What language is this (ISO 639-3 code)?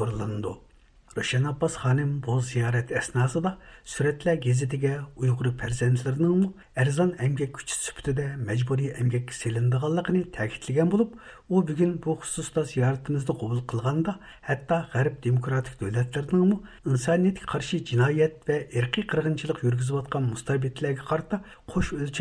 uig